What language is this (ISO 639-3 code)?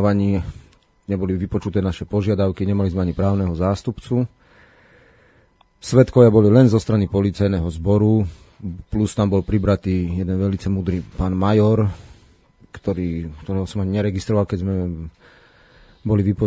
slk